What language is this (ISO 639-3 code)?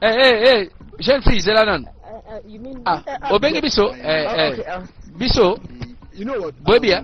lin